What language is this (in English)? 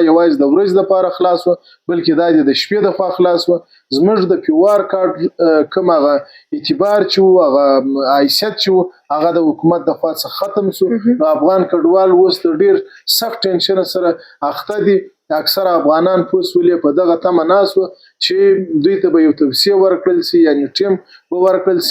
Pashto